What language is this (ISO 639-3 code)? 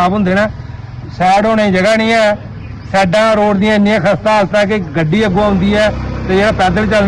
doi